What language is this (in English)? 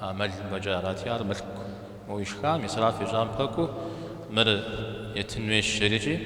Kabardian